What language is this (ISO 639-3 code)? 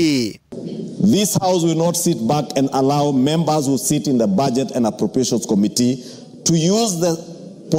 mer